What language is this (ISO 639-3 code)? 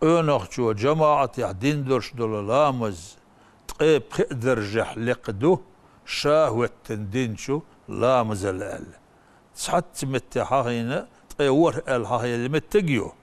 che